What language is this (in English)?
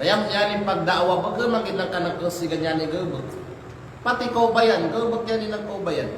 Kalagan